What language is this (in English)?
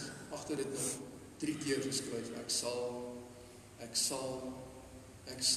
Afrikaans